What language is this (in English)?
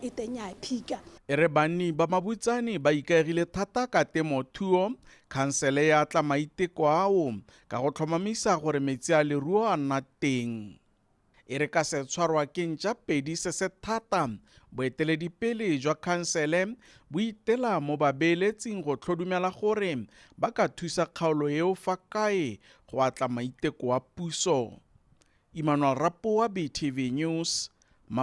Tswana